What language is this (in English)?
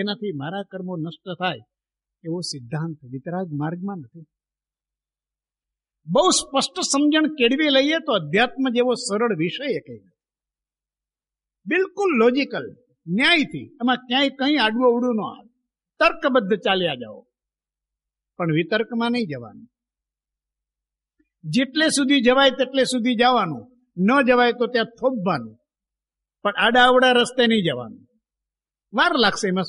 Gujarati